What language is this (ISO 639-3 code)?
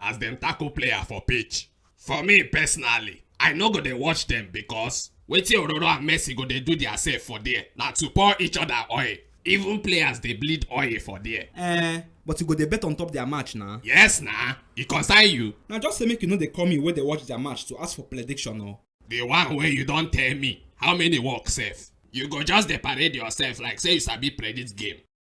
pcm